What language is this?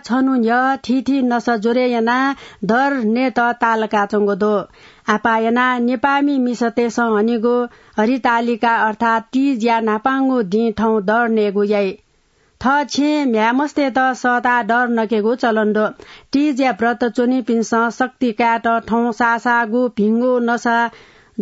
Newari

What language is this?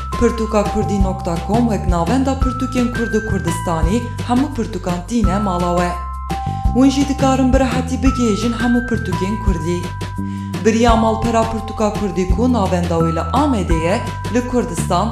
Kurdish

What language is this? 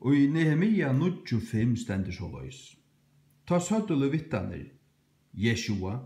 Faroese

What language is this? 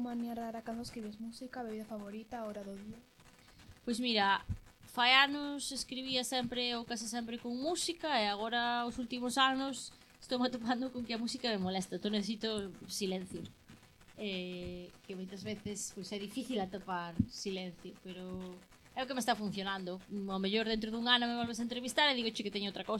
Galician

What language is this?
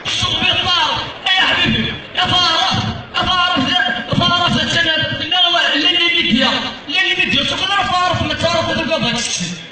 Kabyle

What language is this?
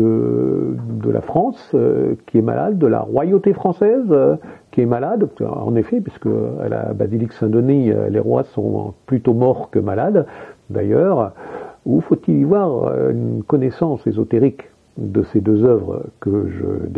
French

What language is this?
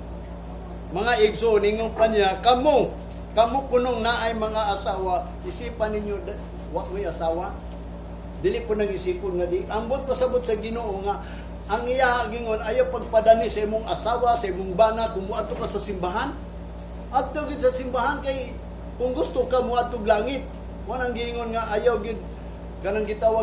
Cebuano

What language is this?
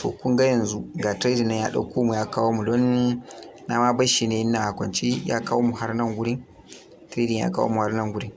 Hausa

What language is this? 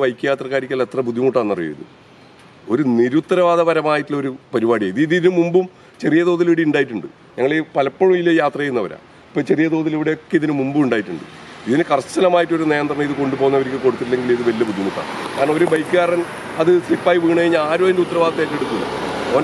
Malayalam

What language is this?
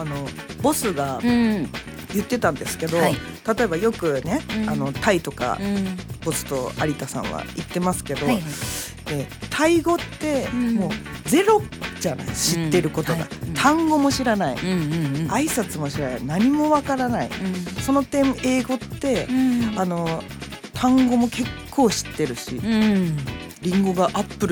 Japanese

